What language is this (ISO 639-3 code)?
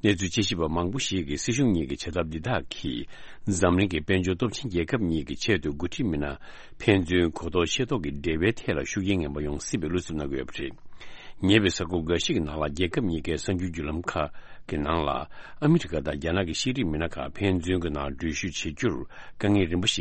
bod